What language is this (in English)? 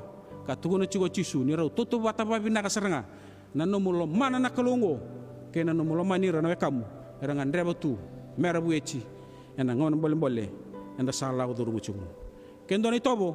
Fijian